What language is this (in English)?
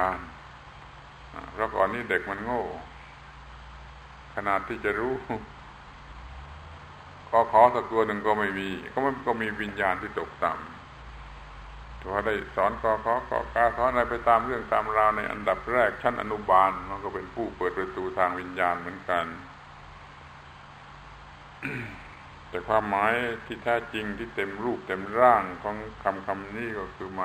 Thai